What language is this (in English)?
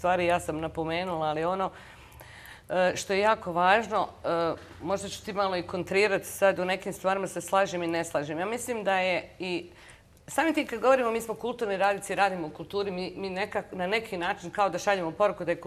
Bosnian